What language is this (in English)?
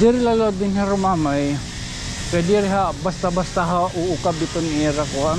Waray